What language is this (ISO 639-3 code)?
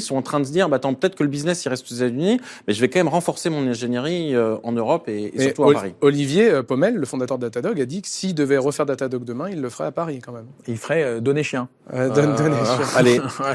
fra